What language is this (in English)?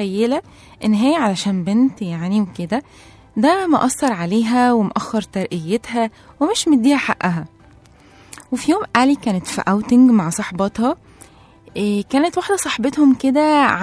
Egyptian Arabic